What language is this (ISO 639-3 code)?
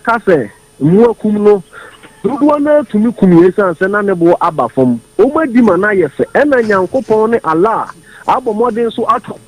aka